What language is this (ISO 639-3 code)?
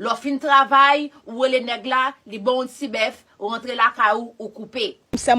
hat